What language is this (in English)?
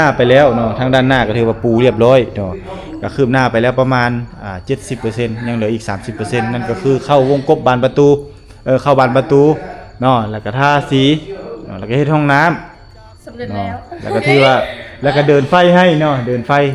Lao